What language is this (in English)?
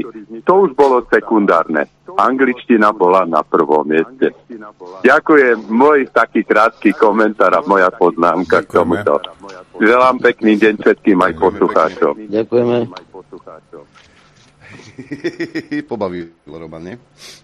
Slovak